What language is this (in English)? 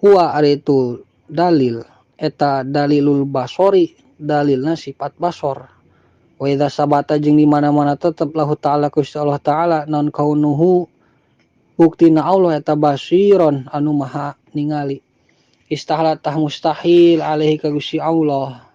Sundanese